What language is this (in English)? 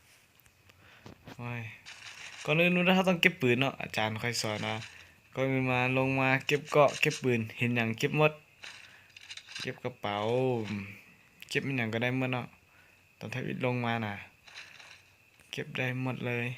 Lao